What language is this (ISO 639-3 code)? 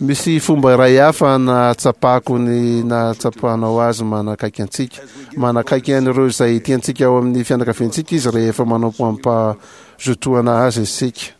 mlg